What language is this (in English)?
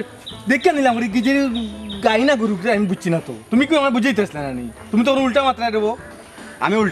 Sylheti